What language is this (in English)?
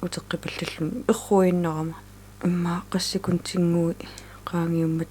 Kalaallisut